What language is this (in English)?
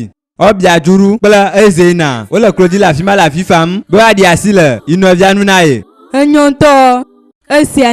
Ewe